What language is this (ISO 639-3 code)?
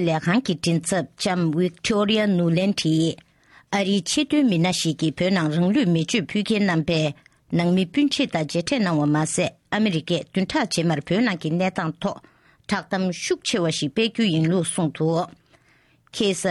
bod